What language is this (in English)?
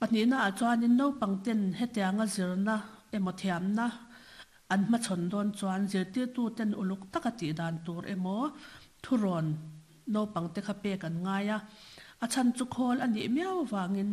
Mizo